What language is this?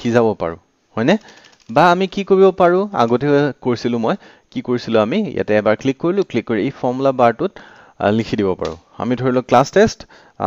Assamese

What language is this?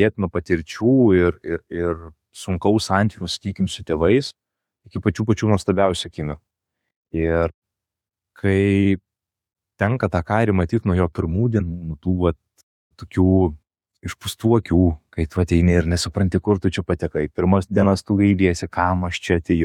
Lithuanian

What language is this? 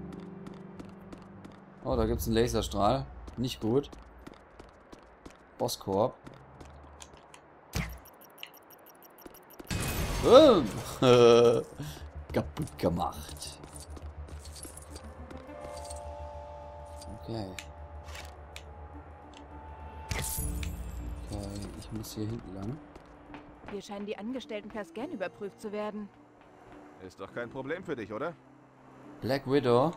German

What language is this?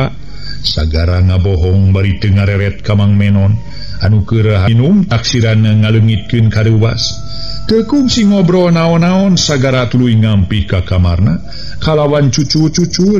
Sundanese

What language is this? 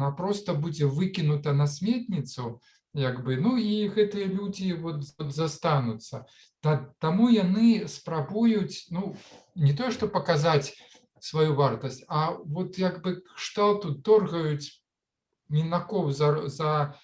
Belarusian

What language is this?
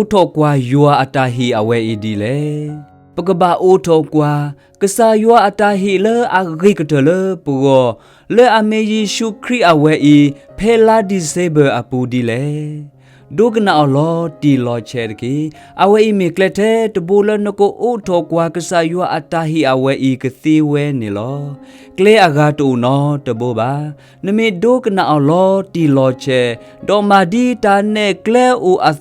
S'gaw Karen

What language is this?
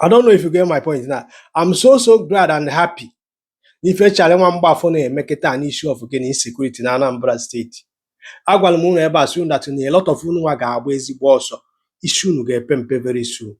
Igbo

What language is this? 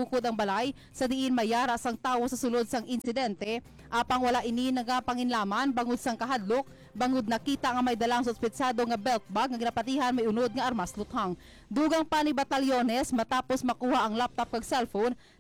Hiligaynon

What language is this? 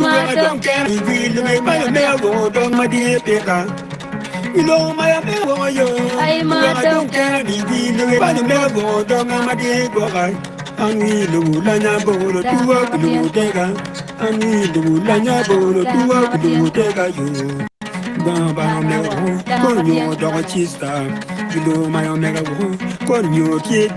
Acoli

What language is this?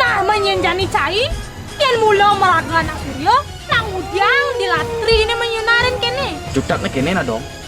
Balinese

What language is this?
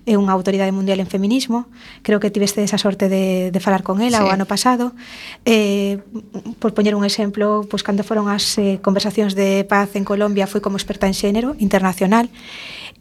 Galician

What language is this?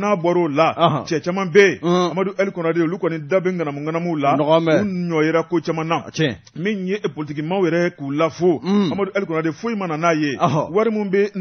Bambara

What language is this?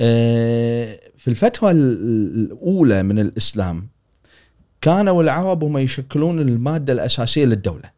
Gulf Arabic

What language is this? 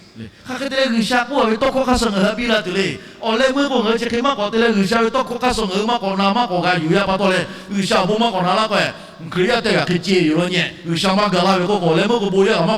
Lahu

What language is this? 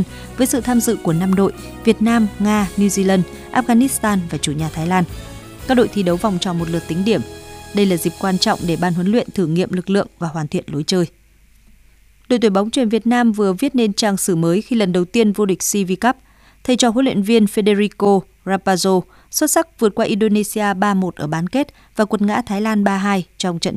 Vietnamese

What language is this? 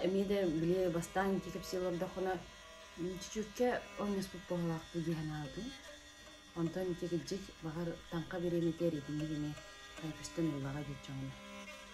Yakut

